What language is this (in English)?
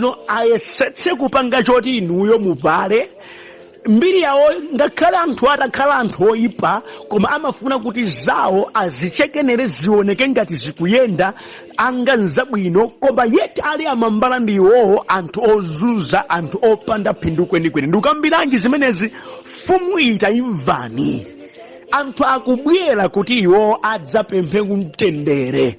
Nyanja